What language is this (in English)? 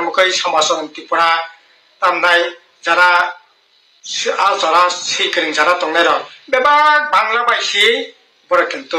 Kok Borok